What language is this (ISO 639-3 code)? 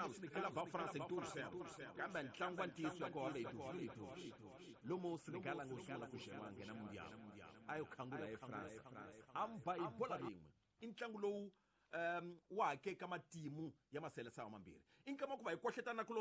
tso